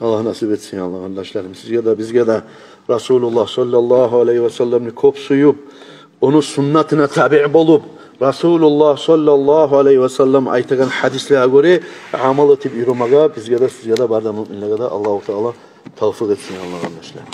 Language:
Kumyk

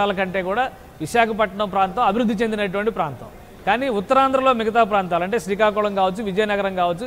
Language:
Telugu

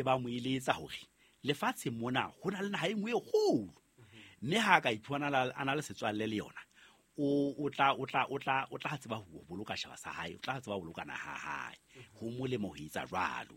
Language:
Southern Sotho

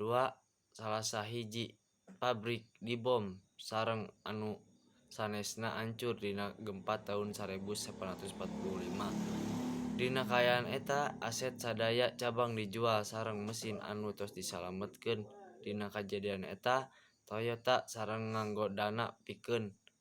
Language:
Sundanese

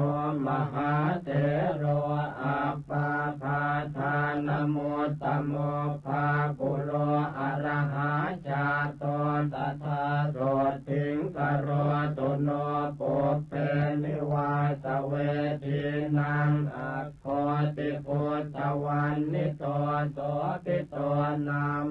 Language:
Pali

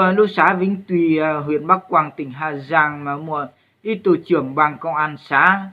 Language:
Hmong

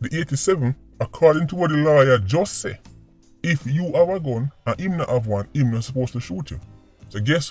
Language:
Jamaican Creole English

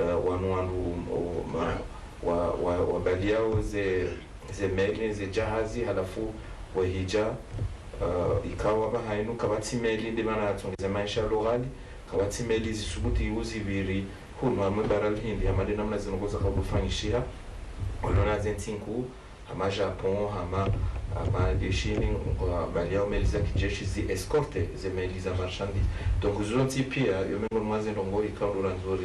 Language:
Ngazidja Comorian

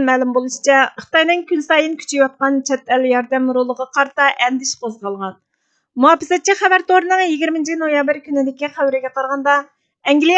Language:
Uyghur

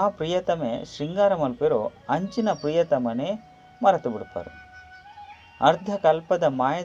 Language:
Tulu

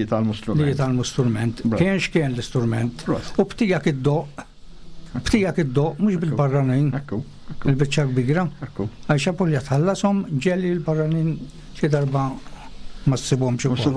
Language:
Maltese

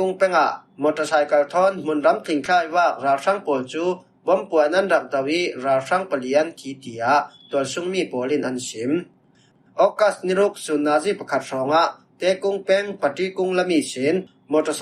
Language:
Falam Chin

